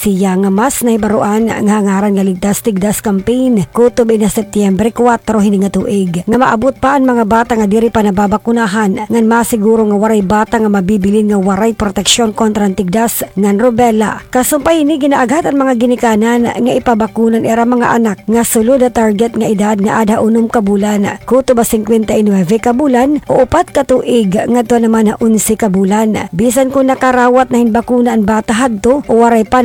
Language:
Waray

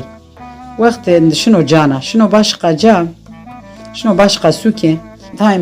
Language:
Zaza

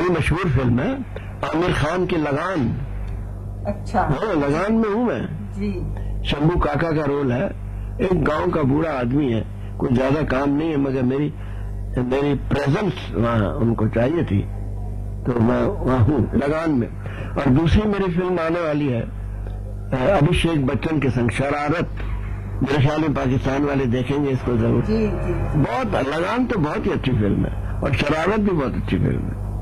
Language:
Urdu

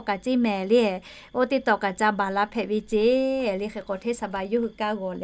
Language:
Lahu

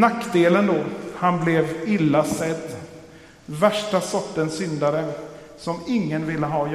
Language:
Swedish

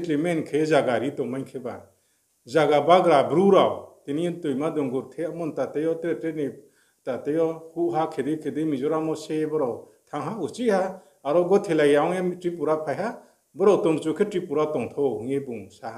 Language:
Riang (India)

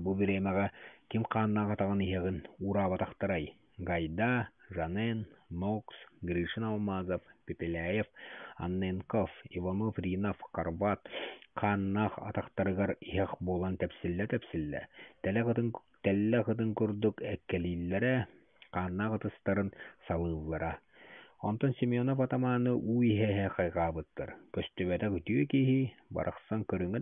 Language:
Yakut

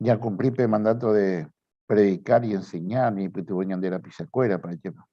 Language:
Guarani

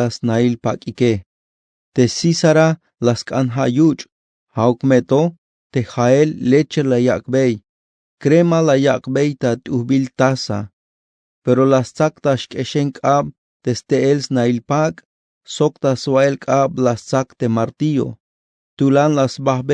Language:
Tzeltal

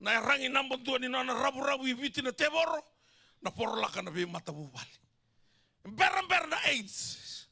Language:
Fijian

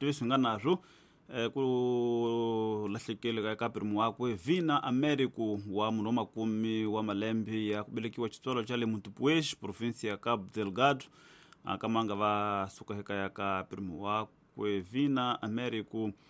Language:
Tsonga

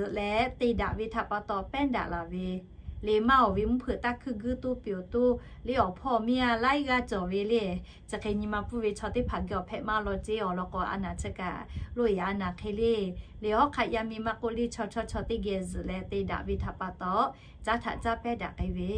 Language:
Lahu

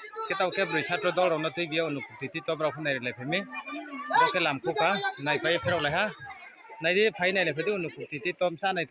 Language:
Riang (India)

